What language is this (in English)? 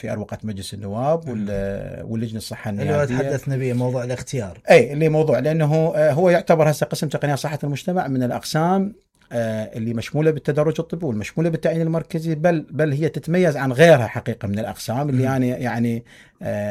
Mesopotamian Arabic